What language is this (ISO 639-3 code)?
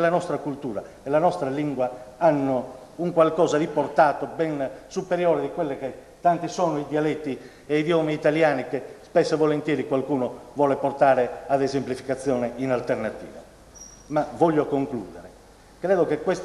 ita